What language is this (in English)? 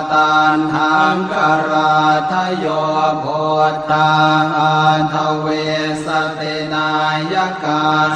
Pali